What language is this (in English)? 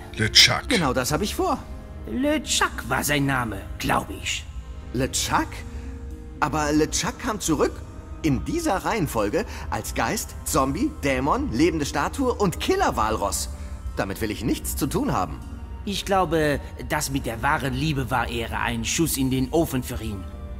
German